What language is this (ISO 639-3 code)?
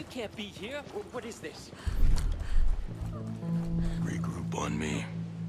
eng